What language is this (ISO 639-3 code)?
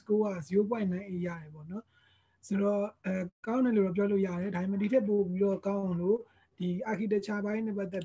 mya